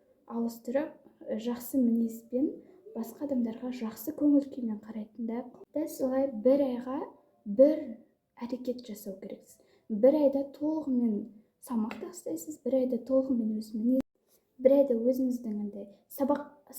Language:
Kazakh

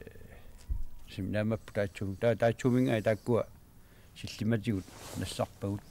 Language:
Kalaallisut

